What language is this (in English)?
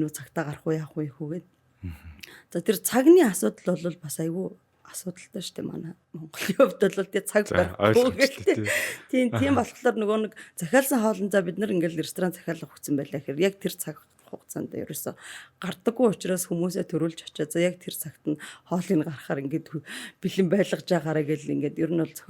Mongolian